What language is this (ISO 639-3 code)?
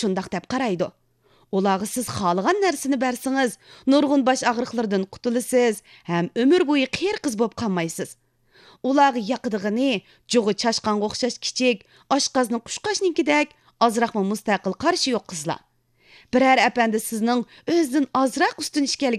uig